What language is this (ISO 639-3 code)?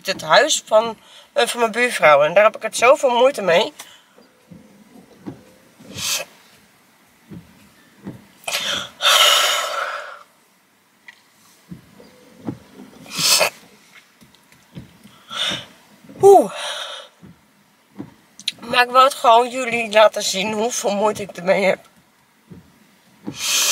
nld